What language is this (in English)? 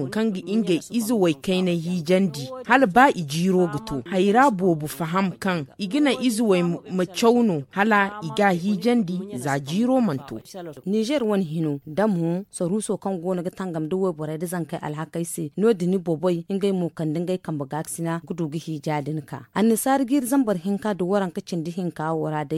Zarma